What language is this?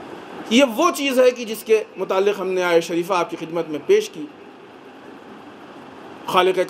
Urdu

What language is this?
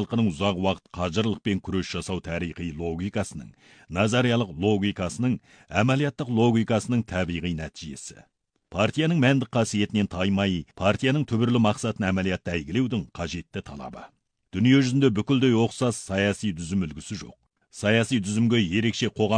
Kazakh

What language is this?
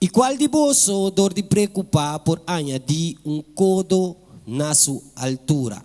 Papiamento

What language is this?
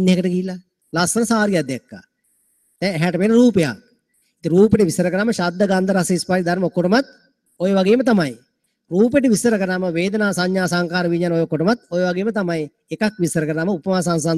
Sinhala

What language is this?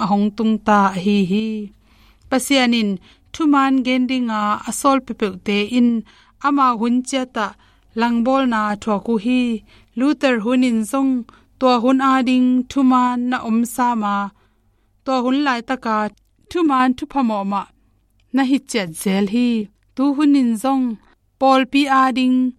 Tedim Chin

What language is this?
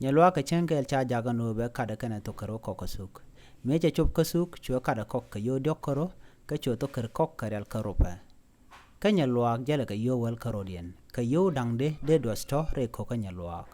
Nuer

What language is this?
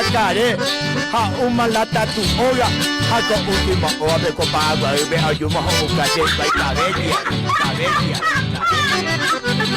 Guarani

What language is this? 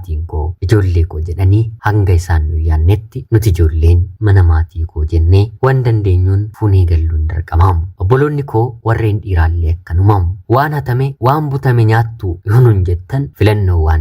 Oromo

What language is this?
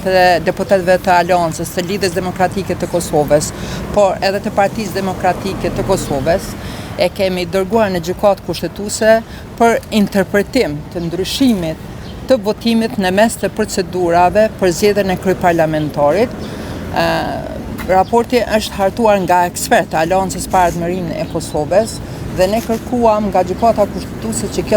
Albanian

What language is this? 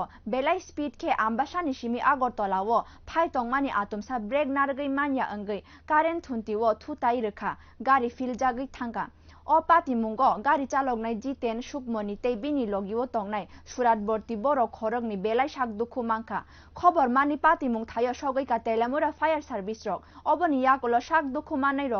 Kok Borok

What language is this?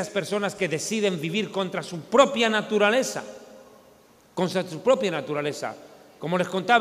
Spanish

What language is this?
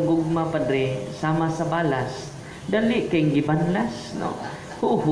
Cebuano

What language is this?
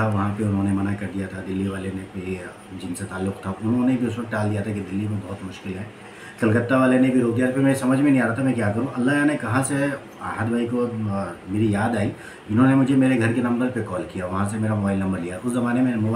Hindi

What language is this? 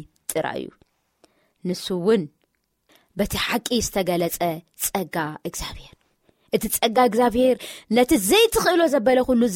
Tigrinya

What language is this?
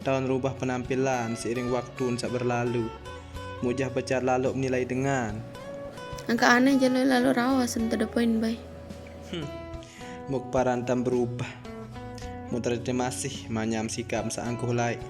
Sasak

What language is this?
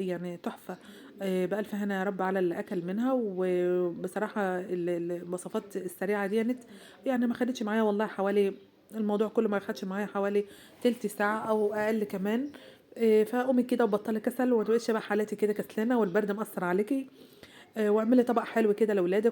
Egyptian Arabic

